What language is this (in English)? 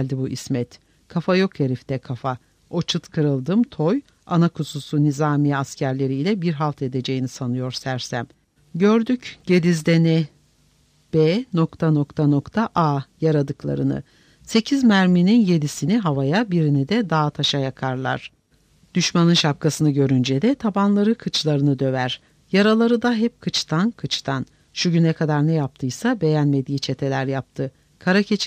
Turkish